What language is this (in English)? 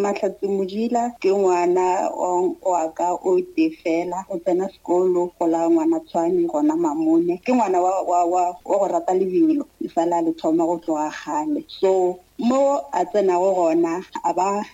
Northern Sotho